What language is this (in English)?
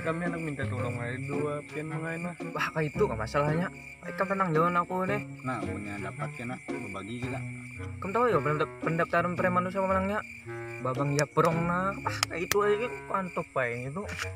Banjar